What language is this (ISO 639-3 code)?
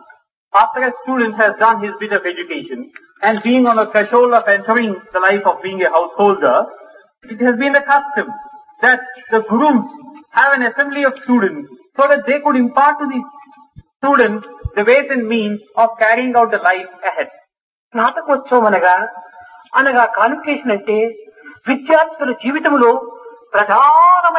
tel